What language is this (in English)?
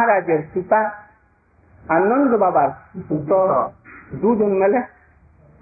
Bangla